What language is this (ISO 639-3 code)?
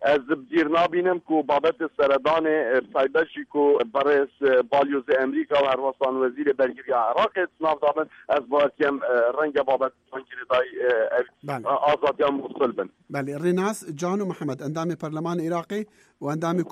kur